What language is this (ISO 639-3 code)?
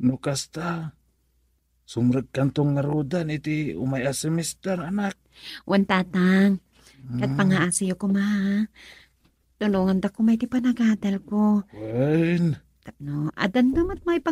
ilo